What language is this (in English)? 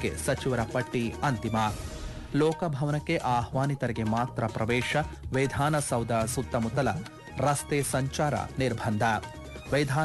Kannada